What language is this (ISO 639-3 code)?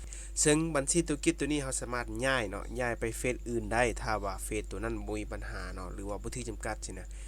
lao